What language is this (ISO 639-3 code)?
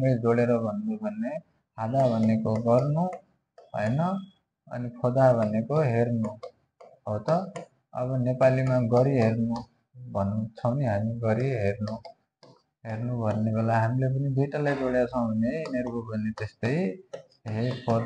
nep